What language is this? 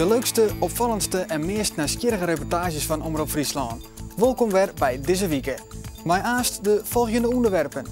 Western Frisian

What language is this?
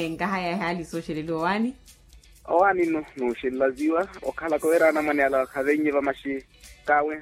Makhuwa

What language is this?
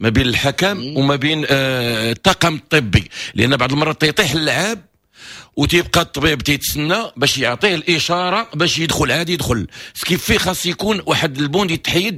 Moroccan Arabic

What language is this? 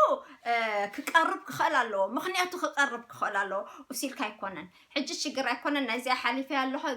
Tigrinya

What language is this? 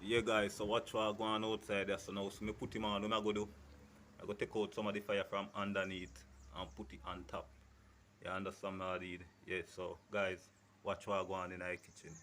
Jamaican Creole English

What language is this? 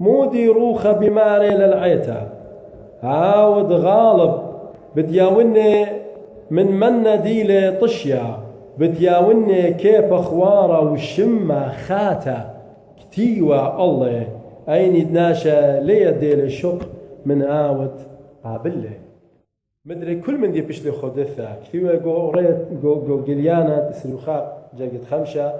Assyrian Neo-Aramaic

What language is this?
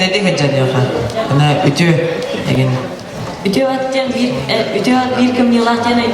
Yakut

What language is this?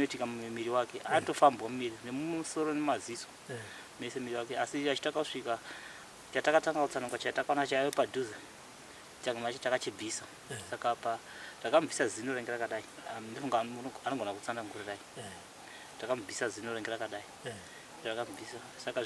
Shona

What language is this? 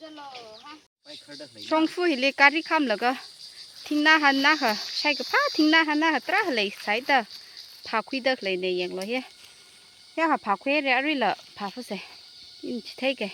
Tangkhul Naga (India)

